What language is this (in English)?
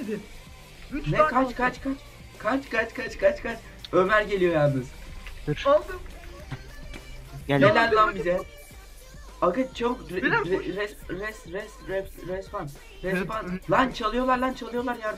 Turkish